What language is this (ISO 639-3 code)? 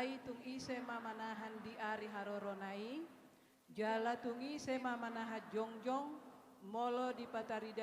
bbc